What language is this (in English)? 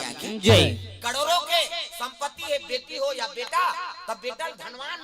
Chhattisgarhi